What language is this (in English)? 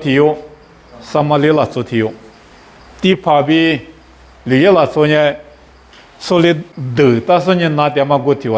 Lisu